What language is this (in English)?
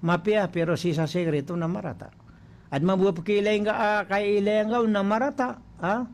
Maranao